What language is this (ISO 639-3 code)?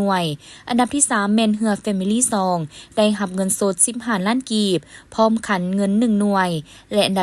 lao